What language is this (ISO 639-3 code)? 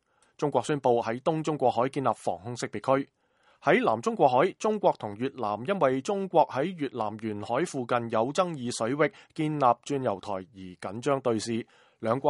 yue